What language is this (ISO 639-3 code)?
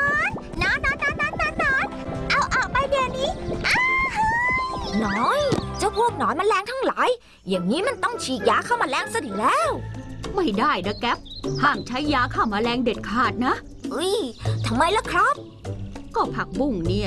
tha